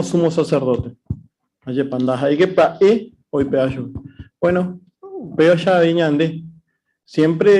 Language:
Guarani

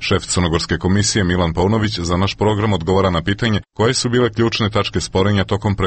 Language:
Serbian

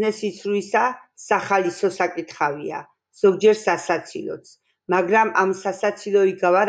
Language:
Georgian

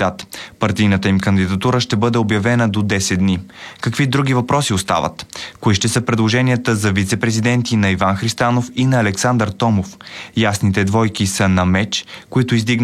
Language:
Bulgarian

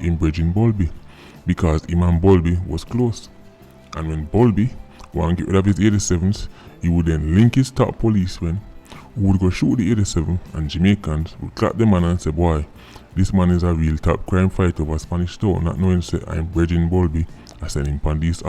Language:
Jamaican Creole English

